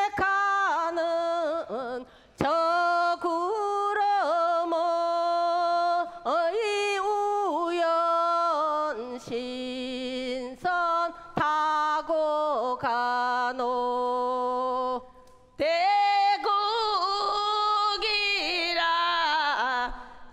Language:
Korean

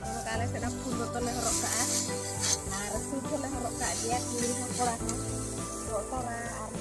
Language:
Santali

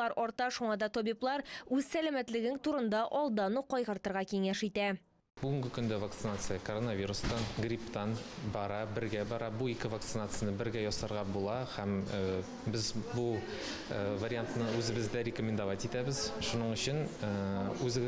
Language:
Tatar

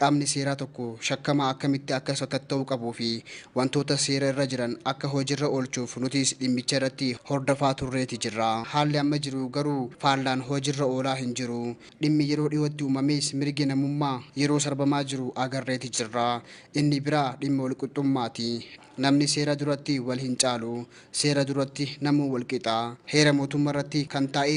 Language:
Oromo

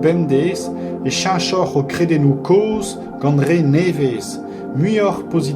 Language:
Breton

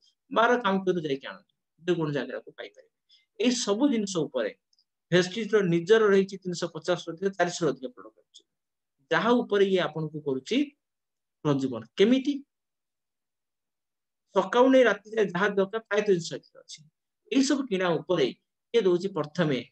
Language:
Odia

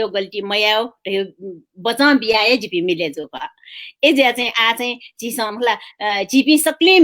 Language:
Newari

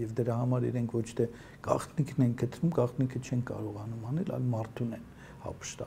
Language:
Armenian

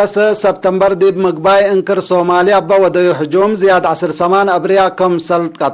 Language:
Tigre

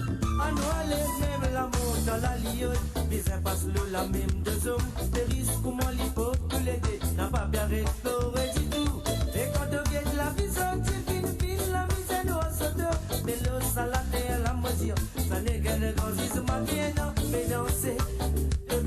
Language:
Morisyen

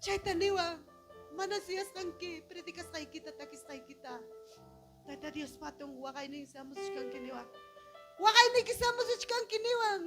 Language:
Ayacucho Quechua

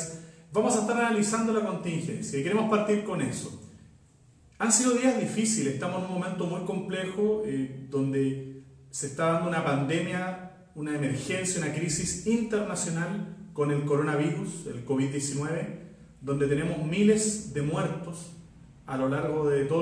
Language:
Spanish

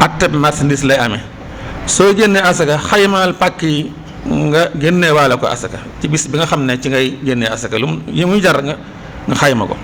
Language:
Wolof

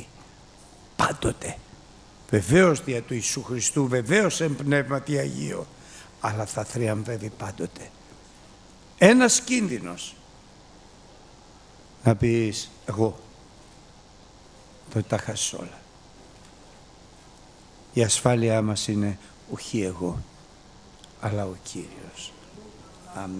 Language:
Greek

